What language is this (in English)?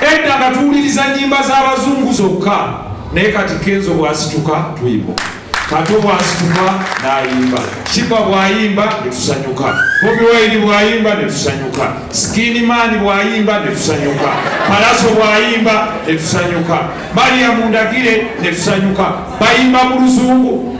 Ganda